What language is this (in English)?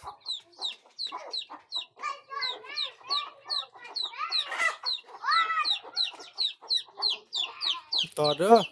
Lao